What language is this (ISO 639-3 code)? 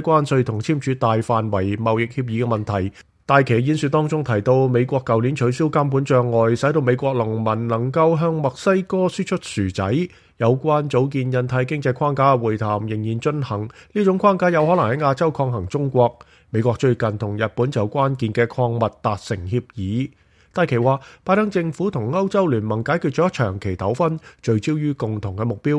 yue